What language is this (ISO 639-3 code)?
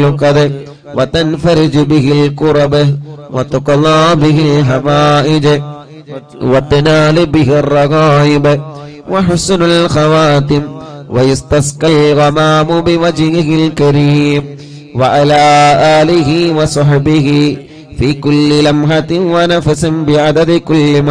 mal